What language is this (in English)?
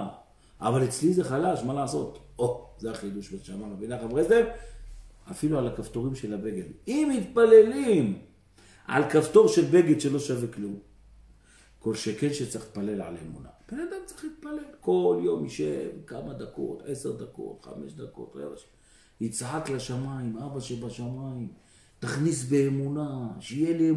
Hebrew